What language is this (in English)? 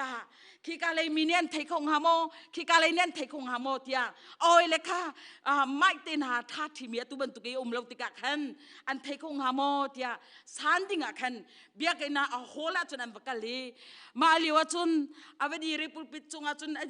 Hakha Chin